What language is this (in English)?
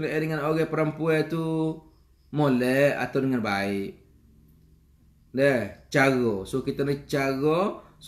Malay